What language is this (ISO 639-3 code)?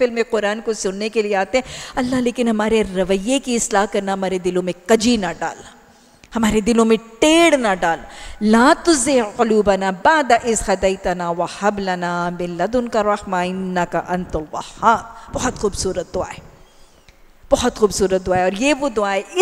urd